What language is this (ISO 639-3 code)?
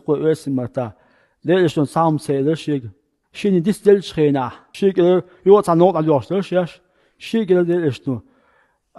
che